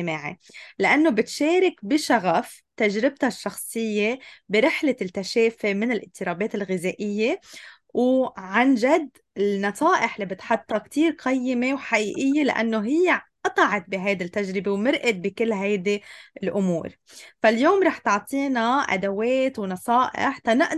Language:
North Levantine Arabic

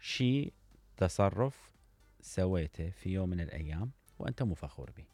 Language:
Mesopotamian Arabic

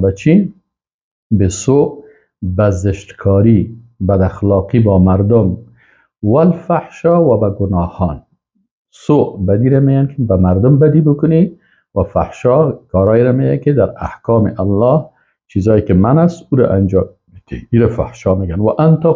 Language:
Persian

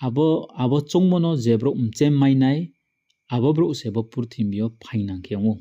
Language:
Riang (India)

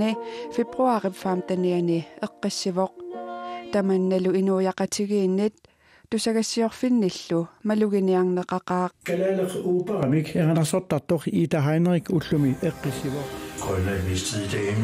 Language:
Kalaallisut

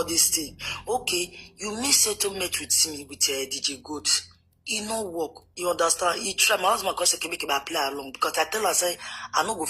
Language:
Nigerian Pidgin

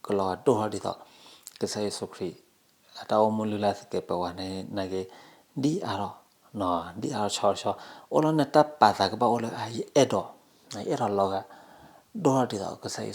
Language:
S'gaw Karen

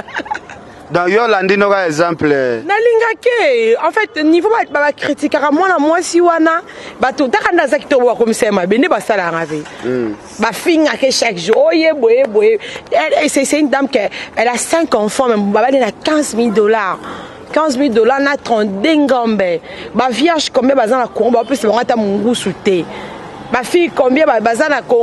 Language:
Lingala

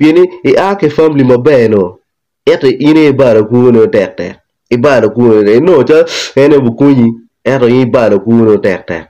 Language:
Acoli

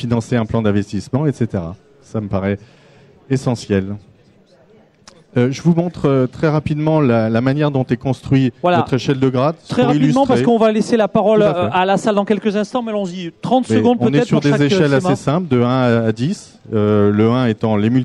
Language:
French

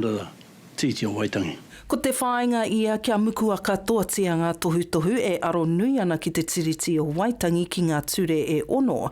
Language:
Māori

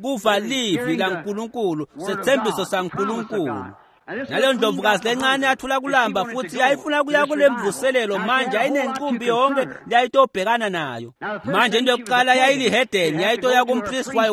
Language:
Swati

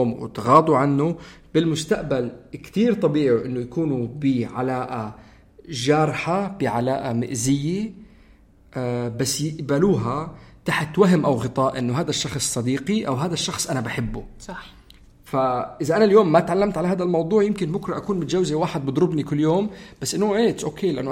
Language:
North Levantine Arabic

